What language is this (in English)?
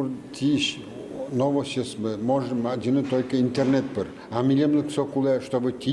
Udmurt